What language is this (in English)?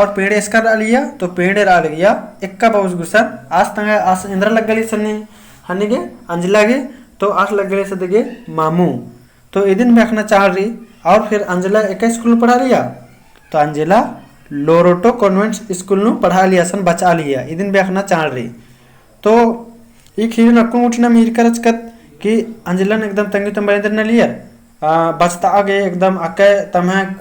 Kurukh